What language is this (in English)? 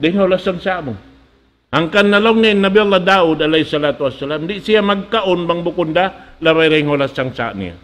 Tausug